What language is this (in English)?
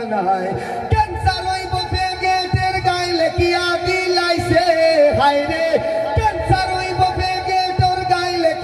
Sylheti